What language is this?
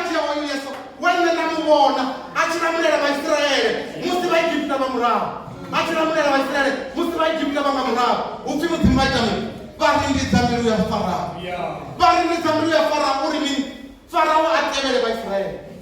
Venda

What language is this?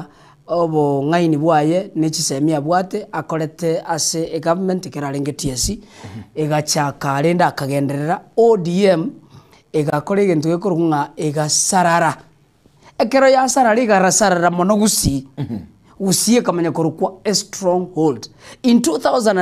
Gusii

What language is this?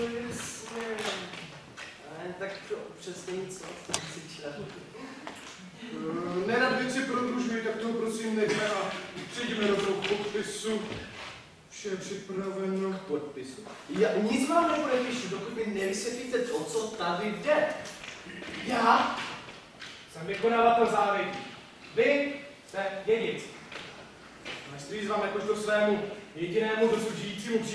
Czech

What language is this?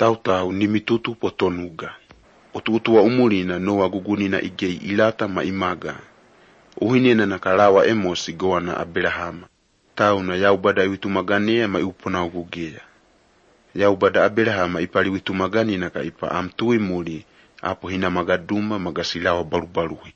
Slovenian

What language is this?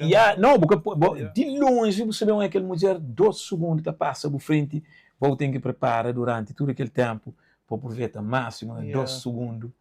Kabuverdianu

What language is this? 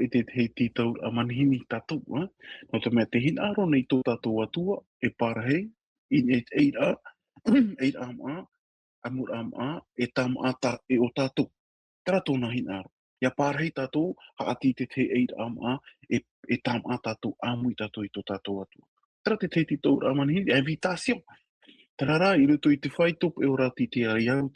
Tahitian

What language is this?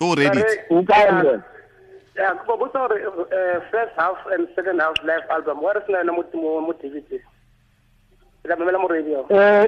Tswana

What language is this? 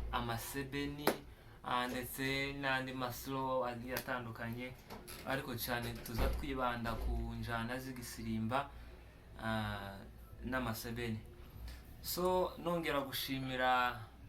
Kinyarwanda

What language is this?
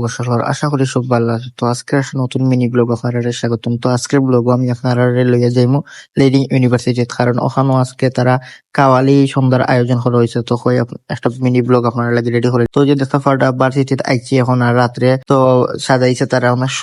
Sylheti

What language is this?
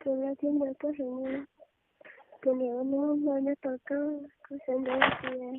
Hmong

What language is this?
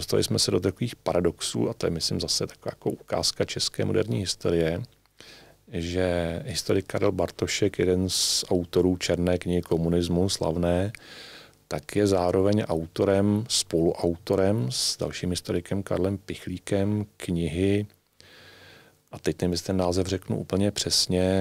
Czech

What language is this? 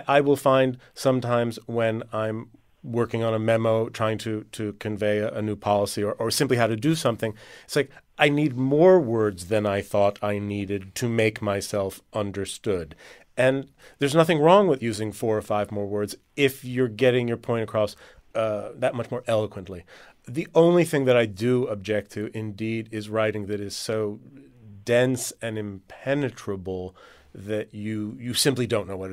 English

